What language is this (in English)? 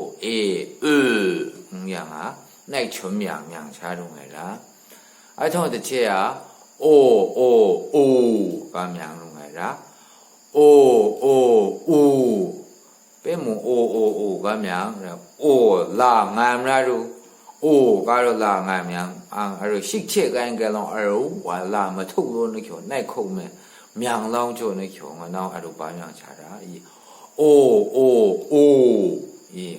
Maru